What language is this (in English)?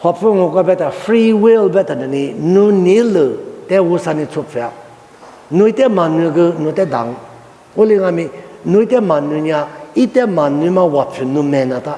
Lisu